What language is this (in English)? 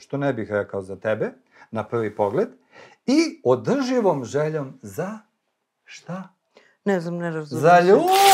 Serbian